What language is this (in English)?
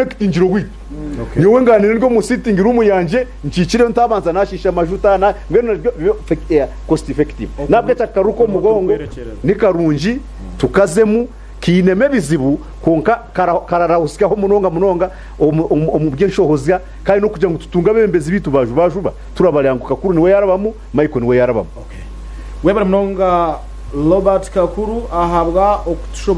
Nyankole